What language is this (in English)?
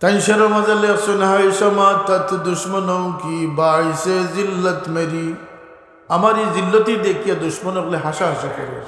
Sylheti